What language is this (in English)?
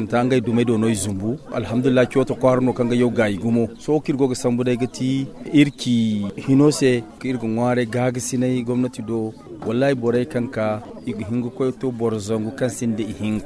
Zarma